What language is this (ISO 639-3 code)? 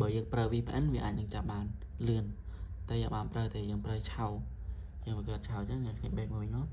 khm